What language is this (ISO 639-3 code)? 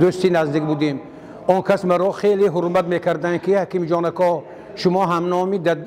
tgk